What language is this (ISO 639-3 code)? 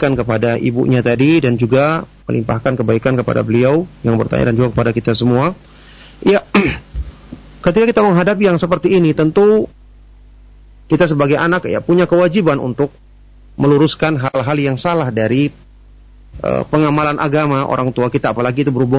ind